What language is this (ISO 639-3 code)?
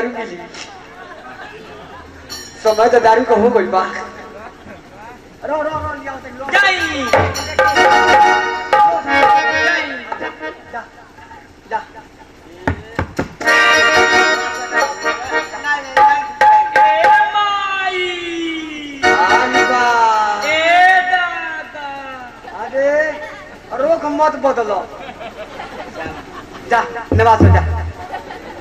bho